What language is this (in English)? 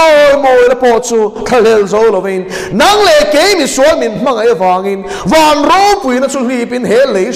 Mizo